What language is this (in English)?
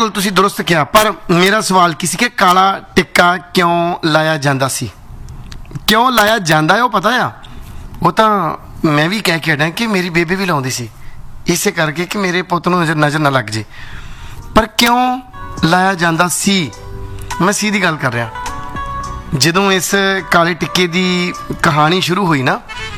Punjabi